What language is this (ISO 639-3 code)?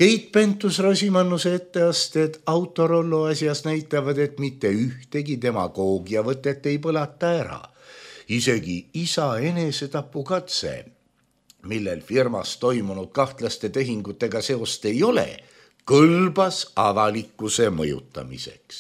est